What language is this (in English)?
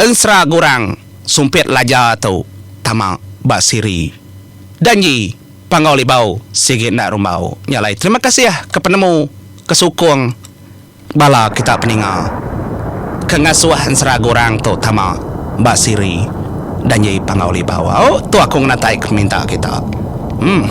Iban